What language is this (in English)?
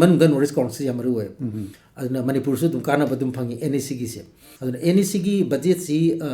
Manipuri